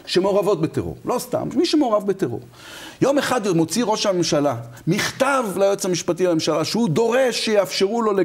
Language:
Hebrew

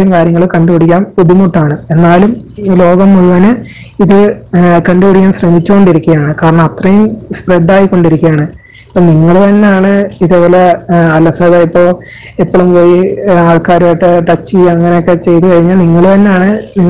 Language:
Malayalam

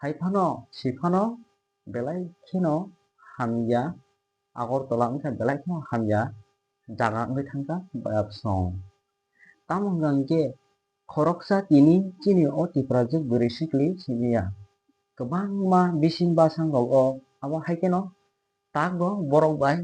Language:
Kok Borok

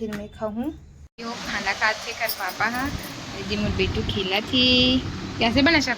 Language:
Chhattisgarhi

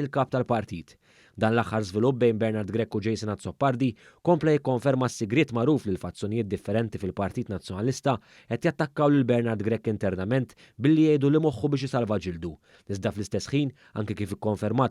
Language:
Maltese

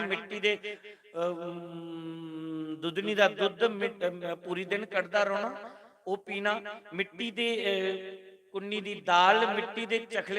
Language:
Dogri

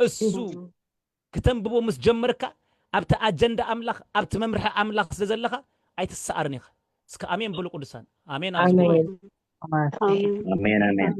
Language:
Tigrinya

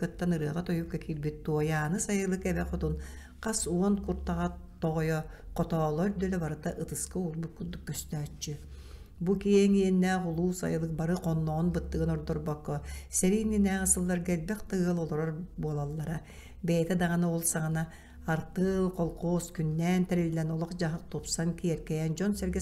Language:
Yakut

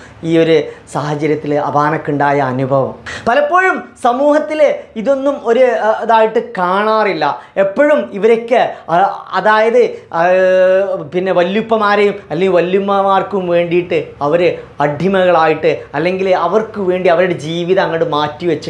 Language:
Malayalam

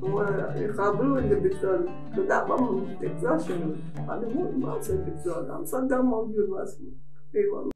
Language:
Mesopotamian Arabic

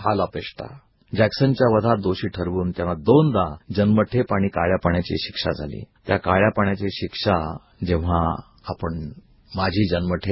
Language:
Marathi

